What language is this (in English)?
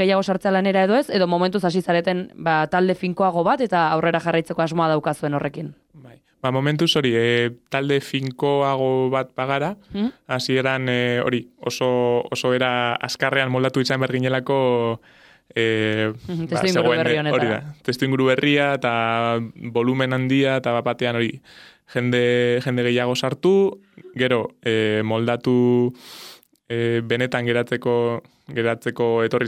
Basque